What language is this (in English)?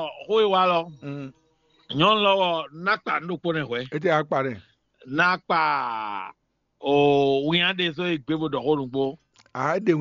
Fon